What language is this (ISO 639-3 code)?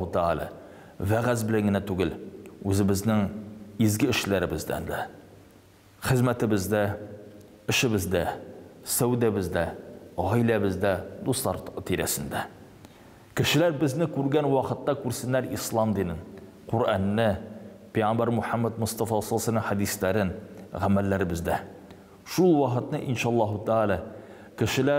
tat